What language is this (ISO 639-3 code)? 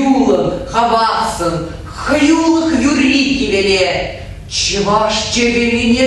chv